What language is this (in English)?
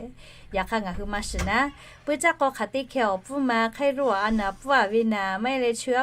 Lahu